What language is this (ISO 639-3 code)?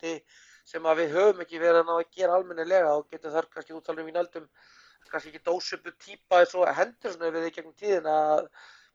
isl